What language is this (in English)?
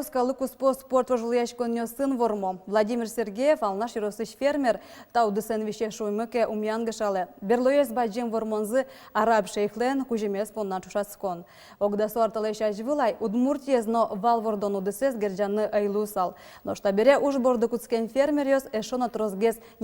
Udmurt